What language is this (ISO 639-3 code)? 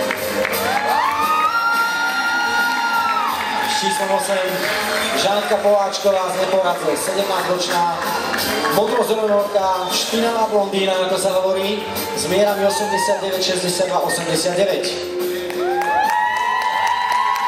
slk